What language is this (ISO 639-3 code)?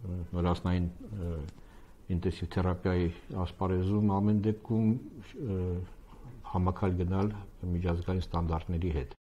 hye